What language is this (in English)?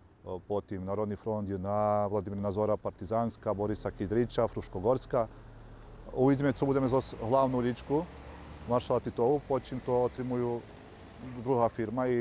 Rusyn